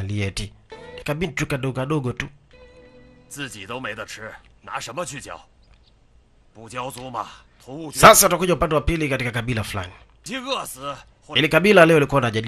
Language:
Swahili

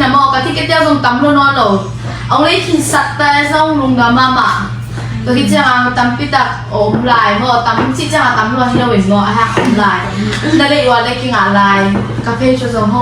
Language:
Tedim Chin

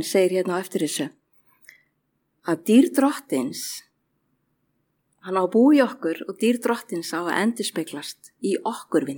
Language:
Icelandic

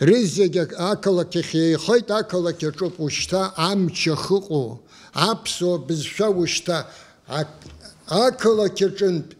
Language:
Abkhazian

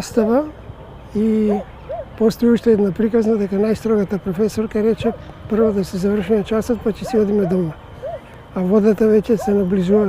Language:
Macedonian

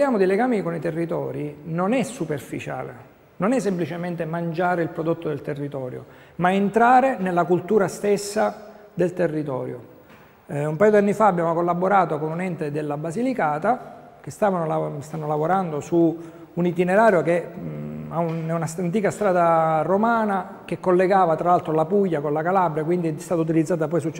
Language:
Italian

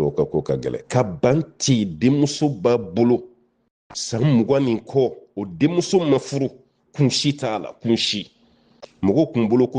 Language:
Bambara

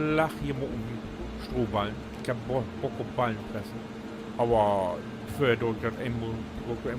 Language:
Low German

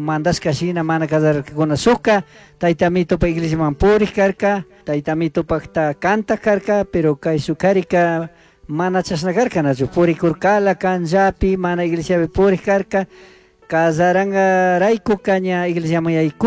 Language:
Chimborazo Highland Quichua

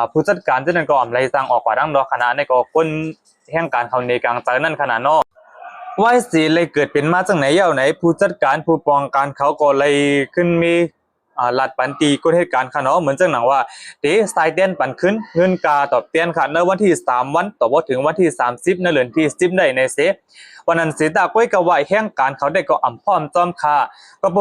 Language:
Shan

